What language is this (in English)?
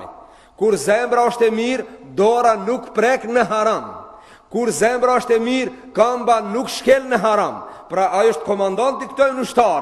Albanian